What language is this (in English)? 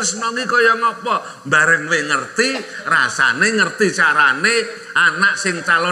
Javanese